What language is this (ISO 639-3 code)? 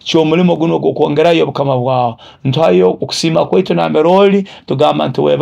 nyo